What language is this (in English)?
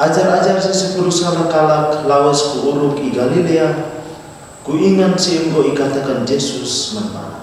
Batak Karo